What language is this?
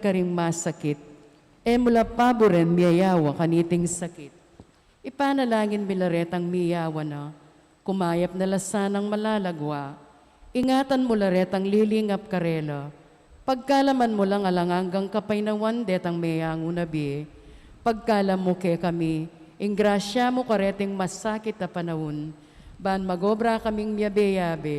Pampanga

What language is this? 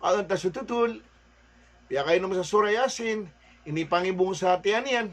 Maranao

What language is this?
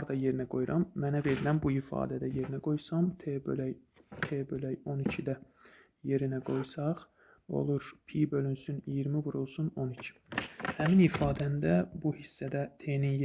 Azerbaijani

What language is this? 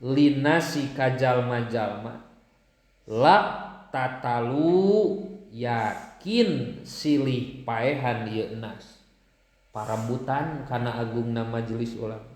Sundanese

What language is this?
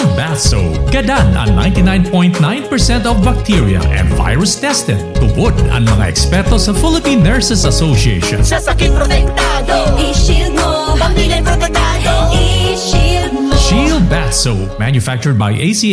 Bikol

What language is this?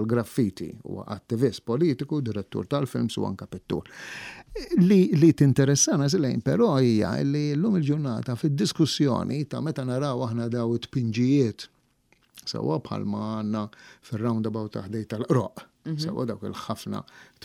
Maltese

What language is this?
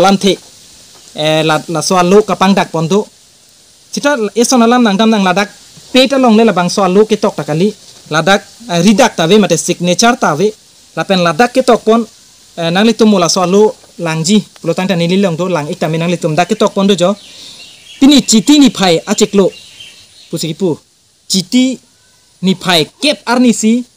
Karbi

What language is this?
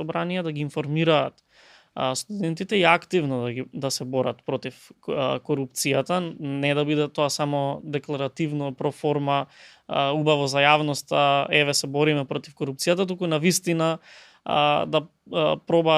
Macedonian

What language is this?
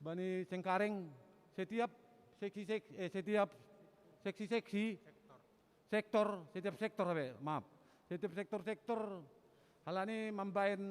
Batak Simalungun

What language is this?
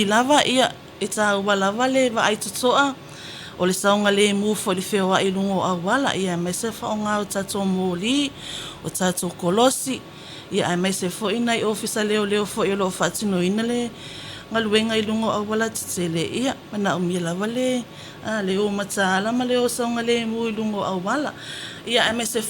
Samoan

